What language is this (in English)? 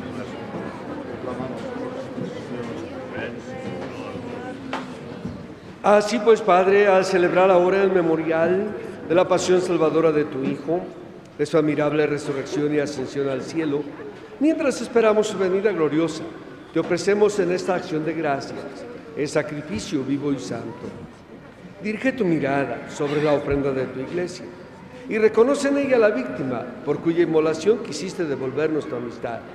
Spanish